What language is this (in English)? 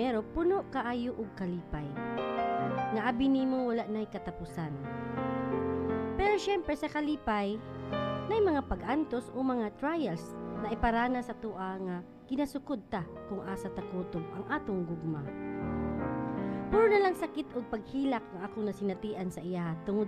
Cebuano